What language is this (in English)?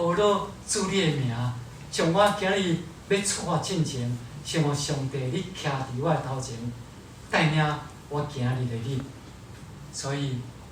Min Nan Chinese